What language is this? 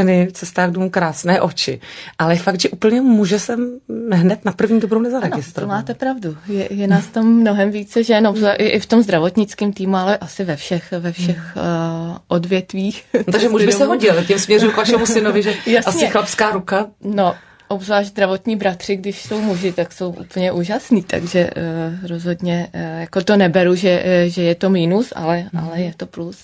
Czech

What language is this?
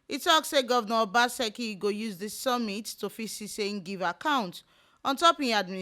Nigerian Pidgin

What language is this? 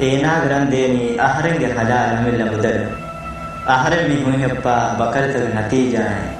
Divehi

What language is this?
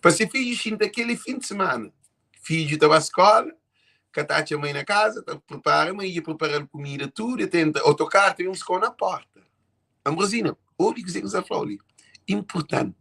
Kabuverdianu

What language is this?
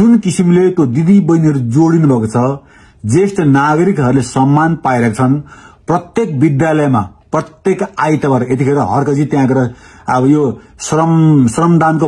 Nepali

